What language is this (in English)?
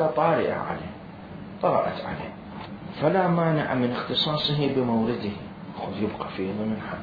Mesopotamian Arabic